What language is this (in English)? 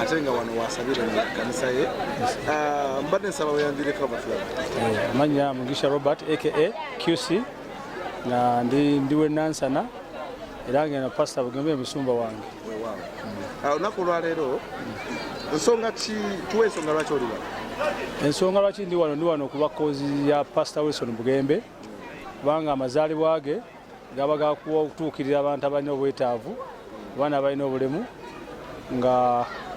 Ganda